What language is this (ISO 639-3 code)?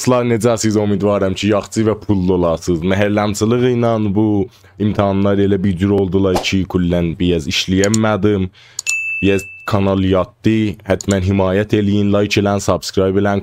azb